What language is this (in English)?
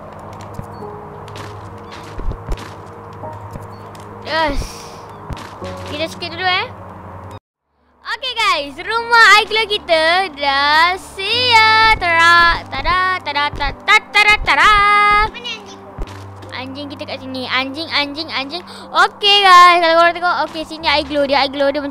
Malay